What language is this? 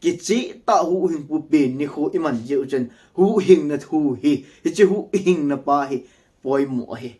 Thado Chin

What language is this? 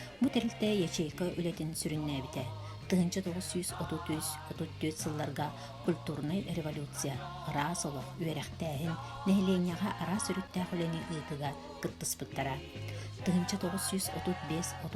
Yakut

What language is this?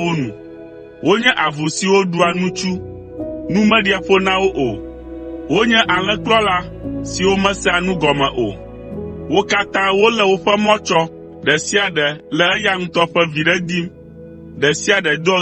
Ewe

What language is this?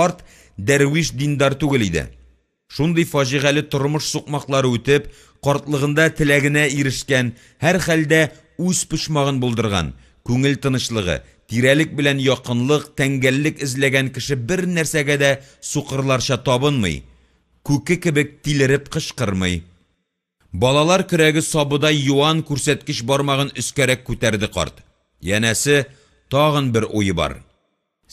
Tatar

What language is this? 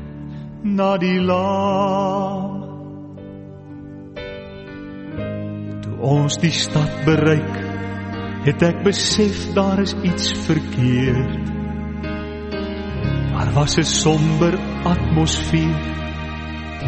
Afrikaans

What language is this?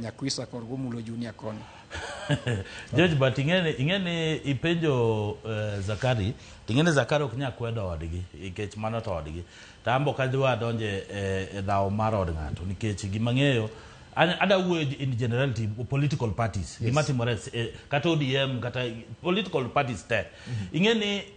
Luo (Kenya and Tanzania)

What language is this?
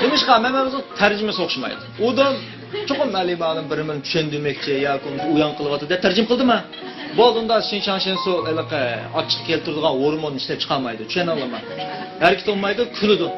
Uyghur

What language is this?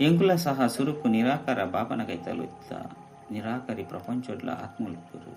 Tulu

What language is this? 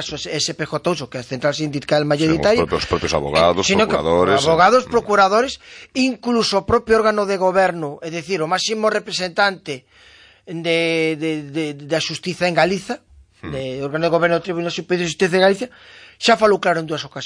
Galician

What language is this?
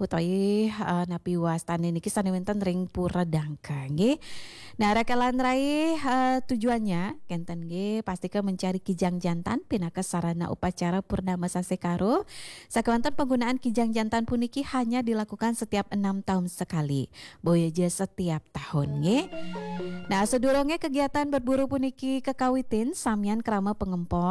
Balinese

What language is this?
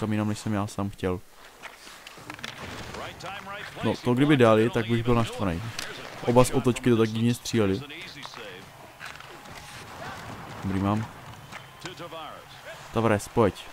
Czech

